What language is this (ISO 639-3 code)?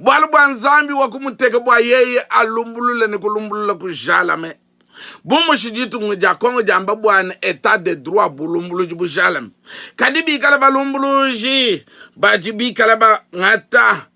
lua